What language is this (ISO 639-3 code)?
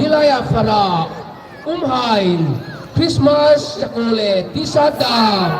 hmr